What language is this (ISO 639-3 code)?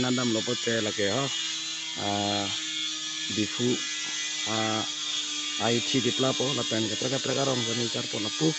mjw